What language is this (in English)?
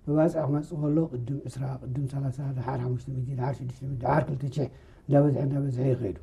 Tigrinya